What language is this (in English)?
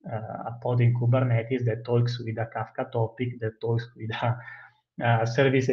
English